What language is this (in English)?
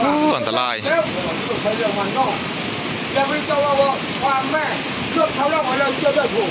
Northeastern Thai